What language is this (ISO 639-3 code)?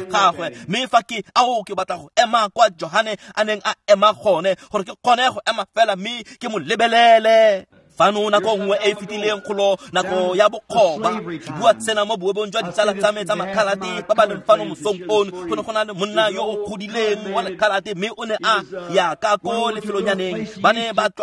tsn